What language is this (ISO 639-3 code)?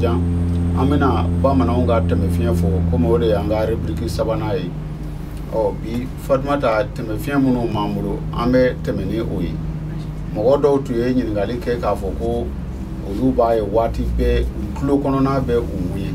bam